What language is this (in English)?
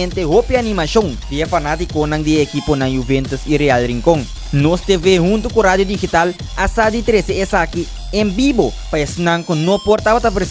Papiamento